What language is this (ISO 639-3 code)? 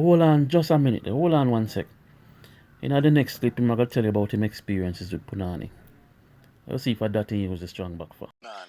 jam